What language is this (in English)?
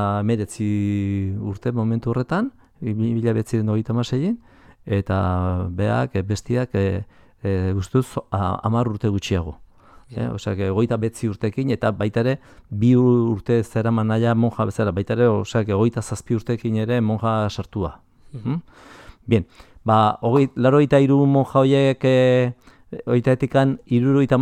Basque